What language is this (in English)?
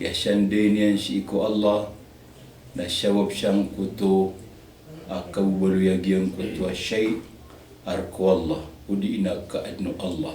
Maranao